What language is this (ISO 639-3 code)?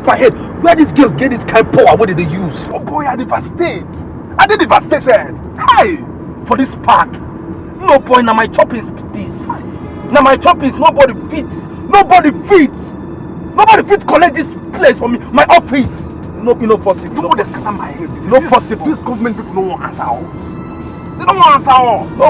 pcm